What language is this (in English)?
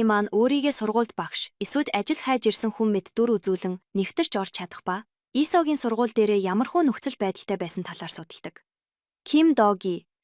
Mongolian